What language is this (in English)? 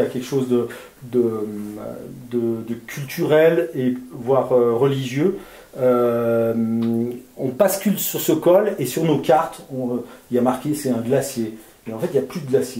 French